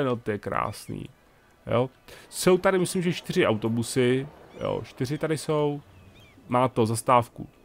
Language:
Czech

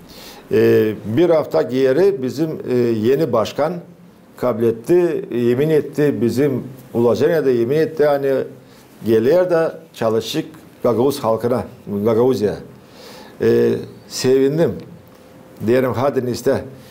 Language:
Gagauz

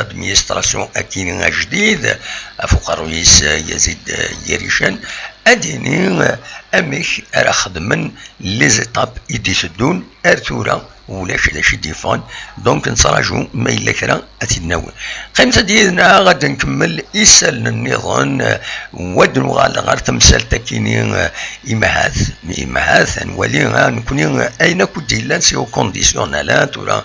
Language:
Kabyle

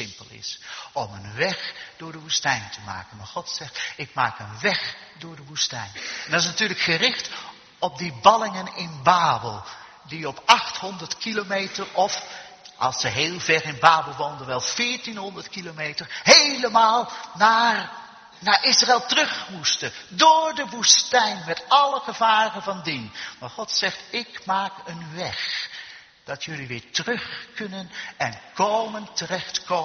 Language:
Dutch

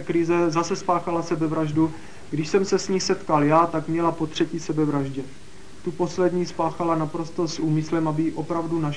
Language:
Czech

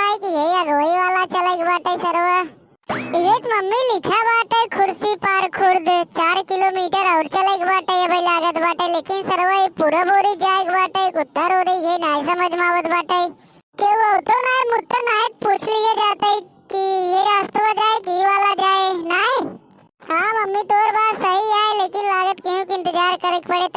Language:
Awadhi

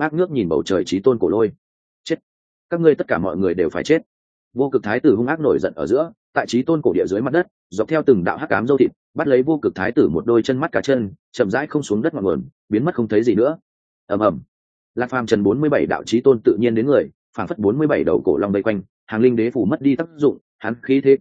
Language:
Vietnamese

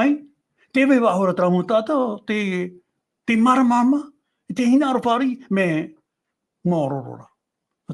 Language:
Tahitian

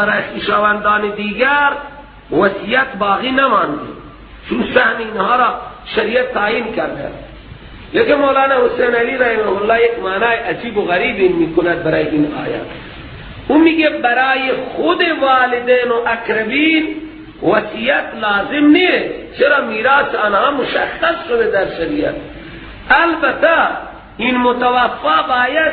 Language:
Persian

